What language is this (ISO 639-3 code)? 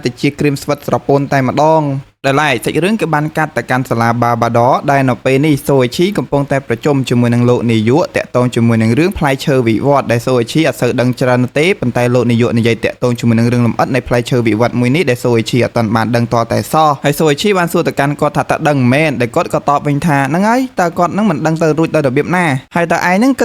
khm